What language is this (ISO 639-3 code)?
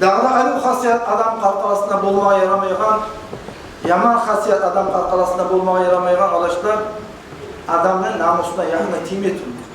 kum